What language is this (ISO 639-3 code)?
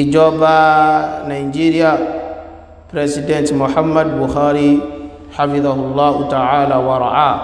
yor